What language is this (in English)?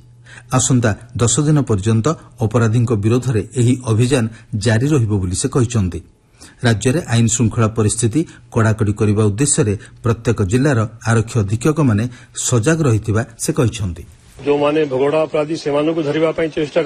Odia